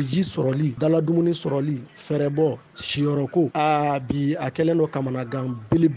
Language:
Bambara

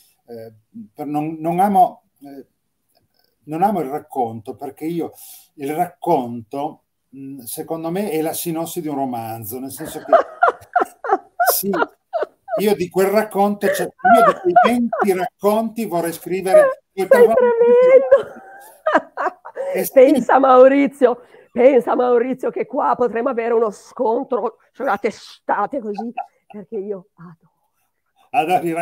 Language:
Italian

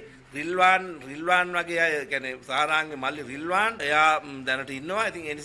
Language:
Sinhala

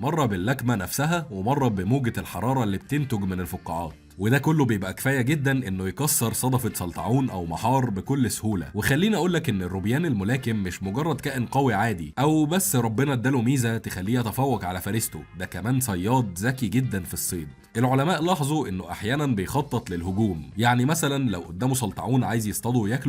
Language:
Egyptian Arabic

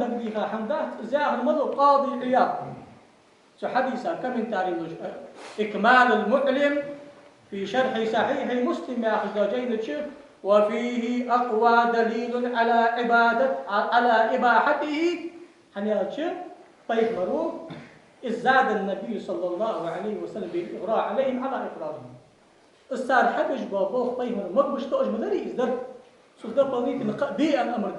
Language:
Ingush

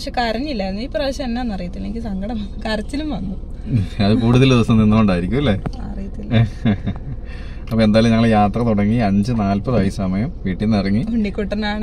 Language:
Malayalam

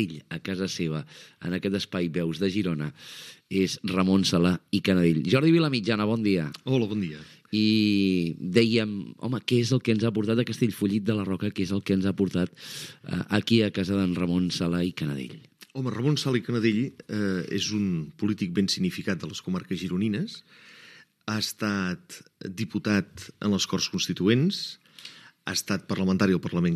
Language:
Catalan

